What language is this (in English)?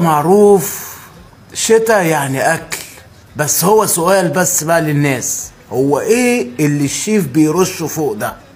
Egyptian Arabic